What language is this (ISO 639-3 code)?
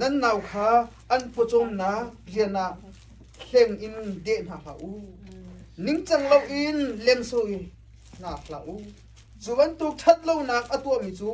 cnh